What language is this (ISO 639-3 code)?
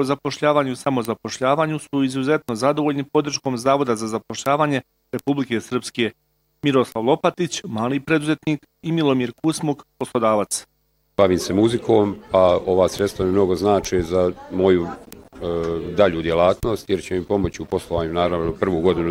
bos